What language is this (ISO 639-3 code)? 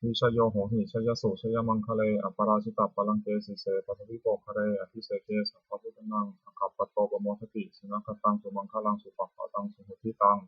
pli